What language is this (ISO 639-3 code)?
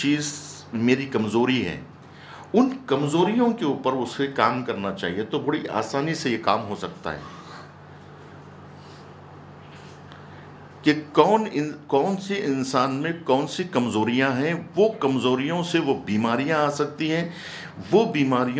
urd